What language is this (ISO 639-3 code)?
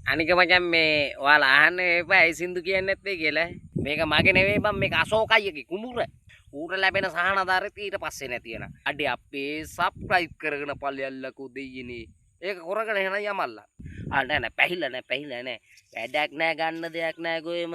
sin